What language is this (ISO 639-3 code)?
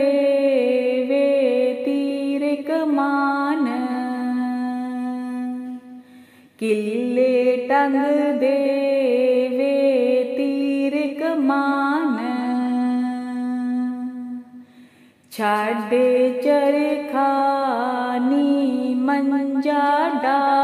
pan